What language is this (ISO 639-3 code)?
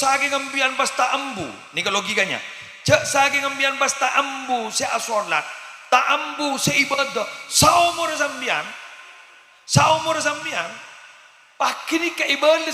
mad